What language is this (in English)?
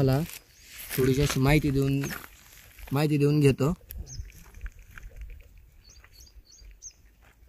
Marathi